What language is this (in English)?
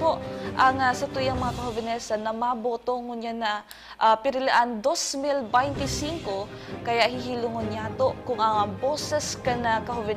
Bikol